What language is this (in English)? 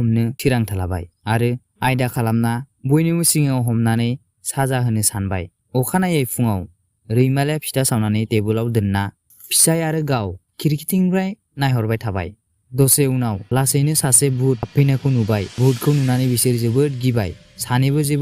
Bodo